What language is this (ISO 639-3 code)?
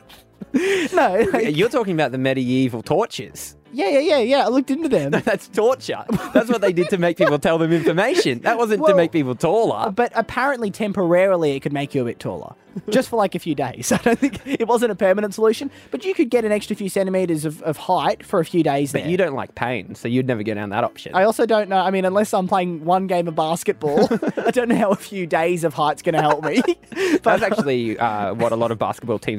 eng